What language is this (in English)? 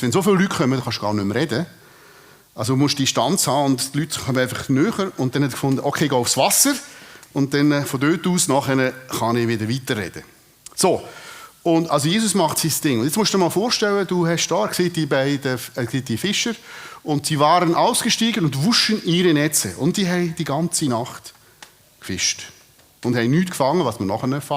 Swiss German